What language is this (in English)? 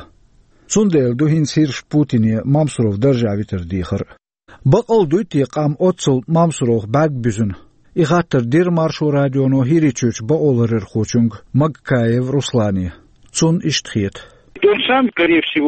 Chechen